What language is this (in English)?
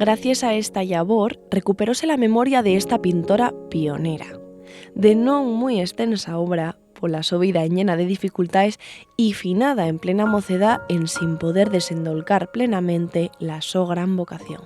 Asturian